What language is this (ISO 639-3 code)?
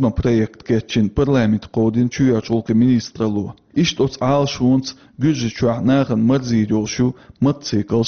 che